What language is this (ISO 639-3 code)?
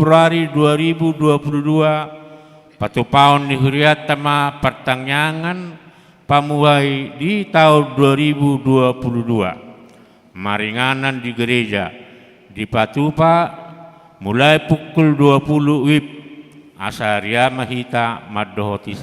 bbc